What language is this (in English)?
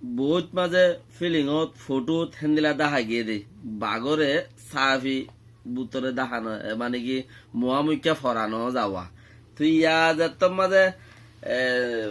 Rohingya